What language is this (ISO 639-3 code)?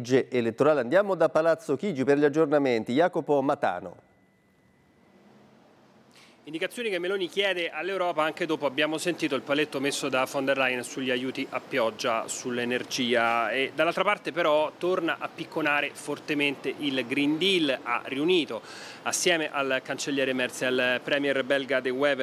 ita